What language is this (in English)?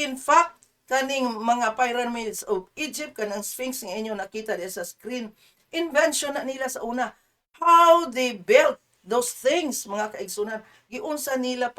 Cebuano